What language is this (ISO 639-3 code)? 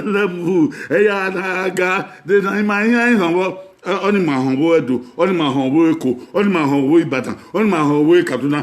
bin